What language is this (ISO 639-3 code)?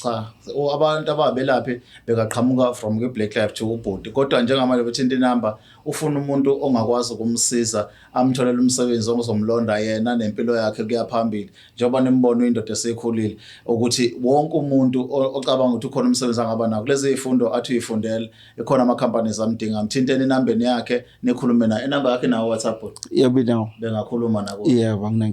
zul